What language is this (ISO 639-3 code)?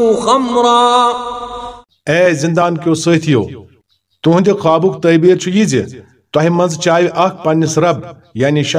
kas